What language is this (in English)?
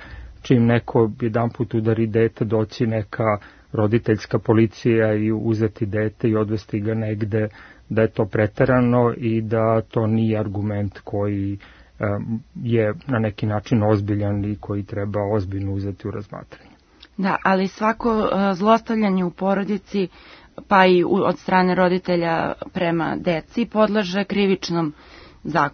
Serbian